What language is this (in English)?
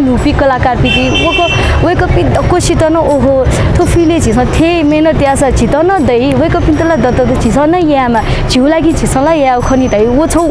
Newari